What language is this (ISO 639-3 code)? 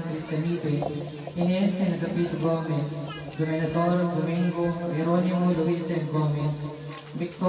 pam